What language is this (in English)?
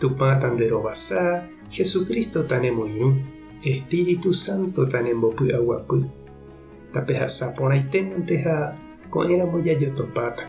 Guarani